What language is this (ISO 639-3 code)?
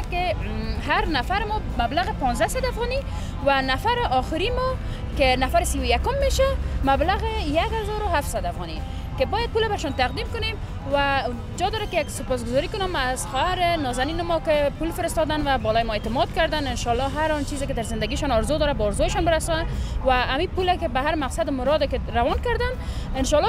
fas